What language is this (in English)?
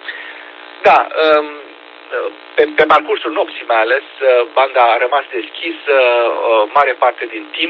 Romanian